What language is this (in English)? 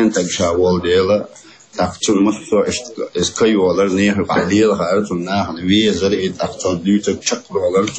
Chechen